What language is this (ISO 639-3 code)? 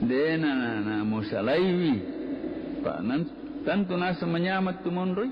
bug